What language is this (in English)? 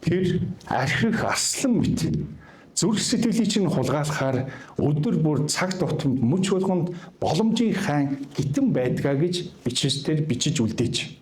Mongolian